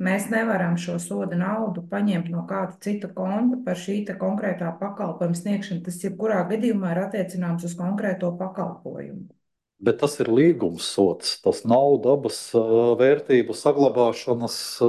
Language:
Latvian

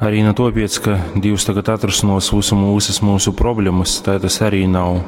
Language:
Latgalian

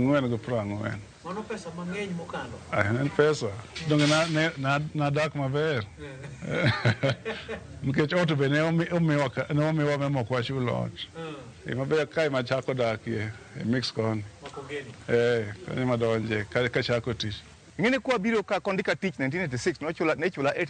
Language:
Luo (Kenya and Tanzania)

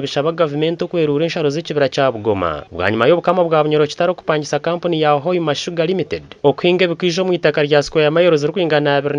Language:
Nyankole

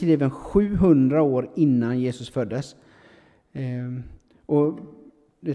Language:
Swedish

